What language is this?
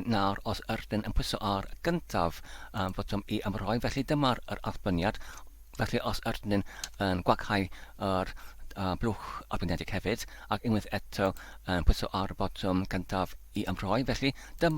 Welsh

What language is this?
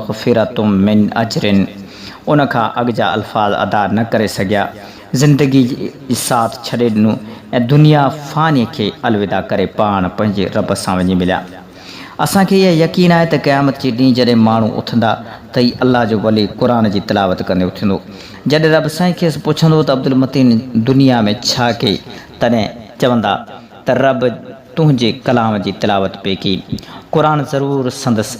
Sindhi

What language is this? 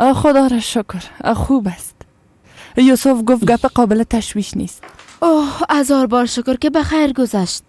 Persian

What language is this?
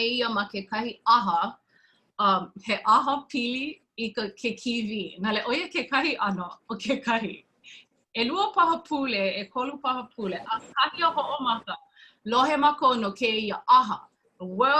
Hawaiian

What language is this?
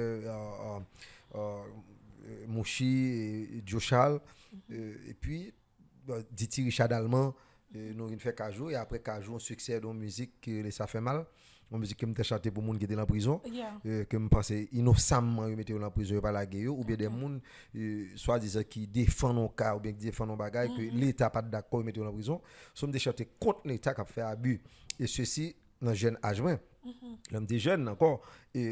Haitian Creole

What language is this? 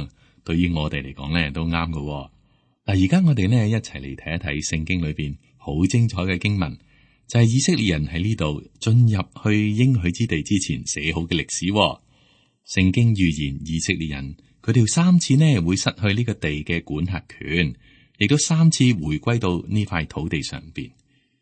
Cantonese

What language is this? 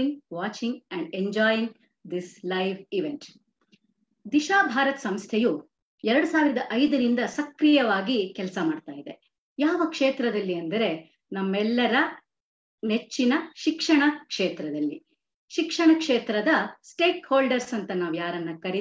Kannada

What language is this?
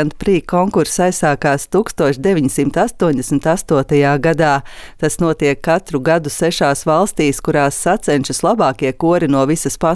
Latvian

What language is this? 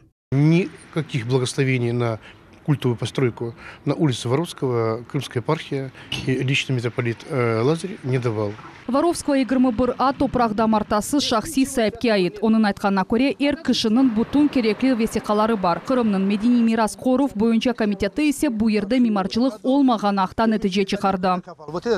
Crimean Tatar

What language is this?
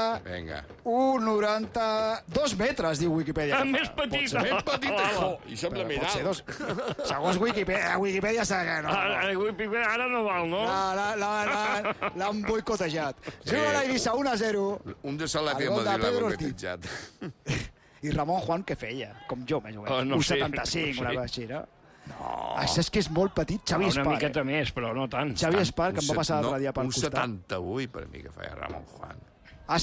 Catalan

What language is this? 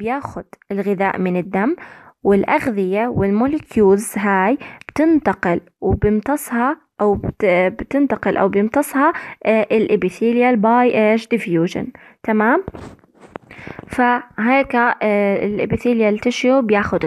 South Levantine Arabic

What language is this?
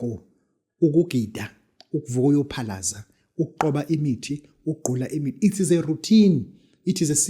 Zulu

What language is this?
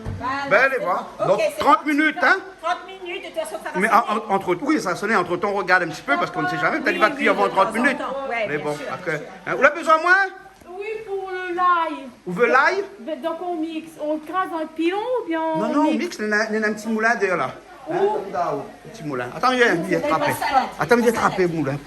Réunion Creole French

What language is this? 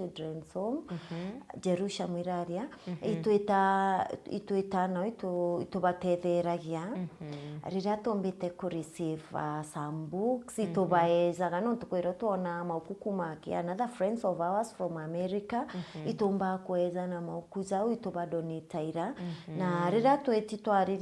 Meru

